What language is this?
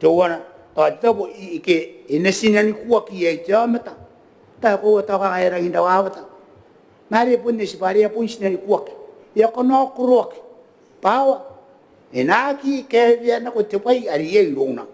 Gilbertese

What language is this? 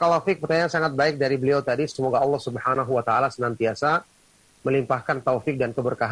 Indonesian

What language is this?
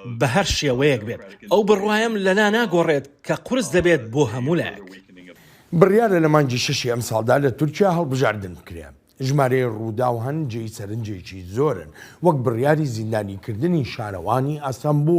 Central Kurdish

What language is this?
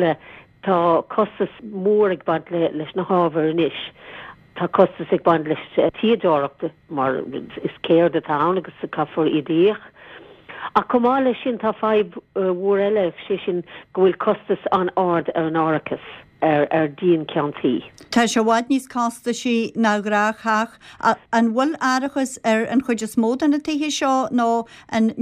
Irish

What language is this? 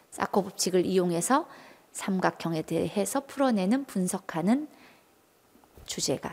Korean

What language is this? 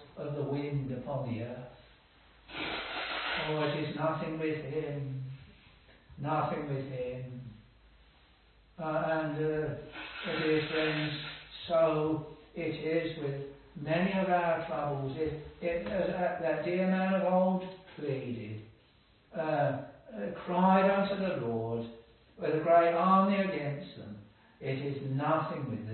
English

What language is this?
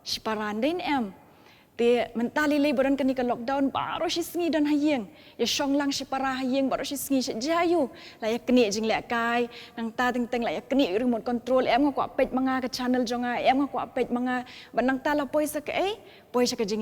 Khasi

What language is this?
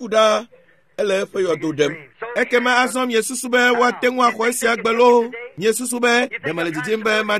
Ewe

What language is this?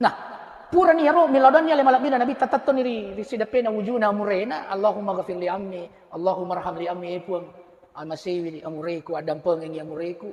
Buginese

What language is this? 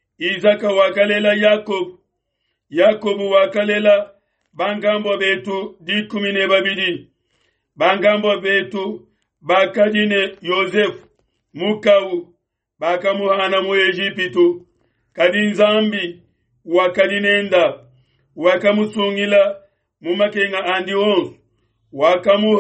Luba-Lulua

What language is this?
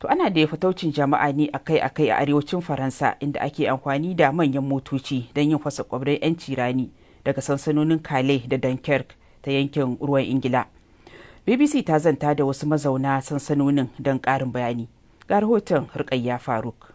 Hausa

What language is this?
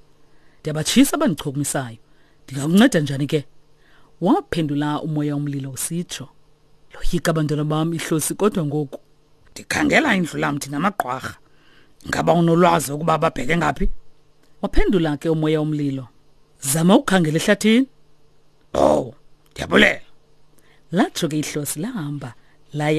Xhosa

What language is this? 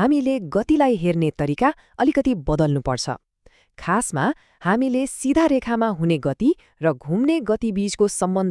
Nepali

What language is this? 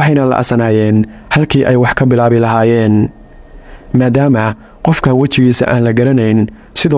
Somali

